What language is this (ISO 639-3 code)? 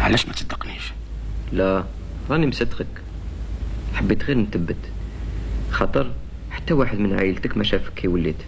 arq